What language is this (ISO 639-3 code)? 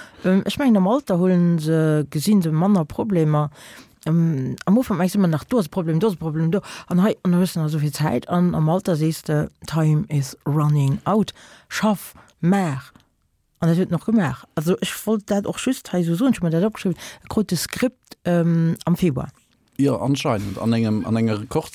ltz